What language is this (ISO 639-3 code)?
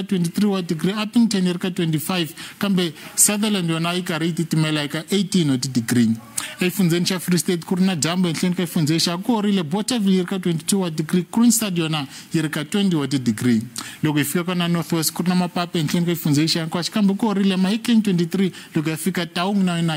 tso